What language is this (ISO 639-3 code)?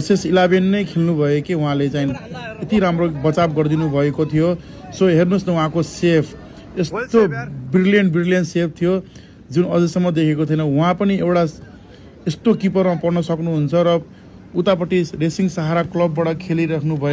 nep